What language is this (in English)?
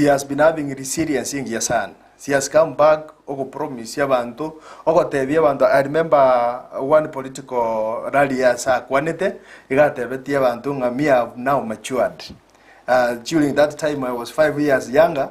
Gusii